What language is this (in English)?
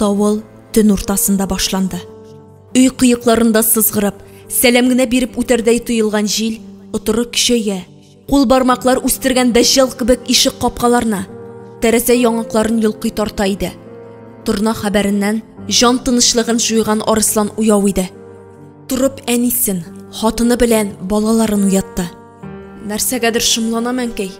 Tatar